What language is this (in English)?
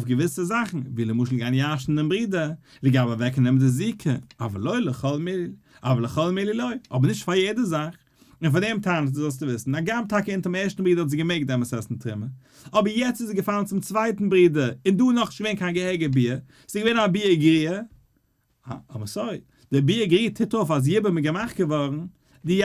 Yiddish